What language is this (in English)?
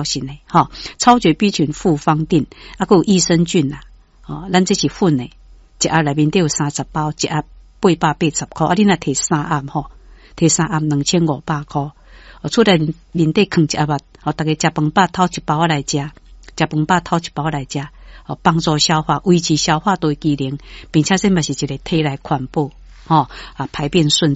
Min Nan Chinese